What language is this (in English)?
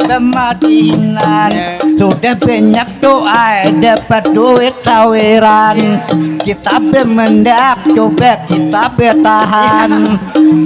Banjar